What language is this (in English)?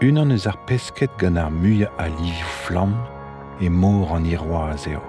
Breton